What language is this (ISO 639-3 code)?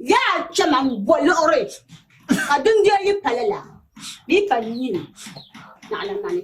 dag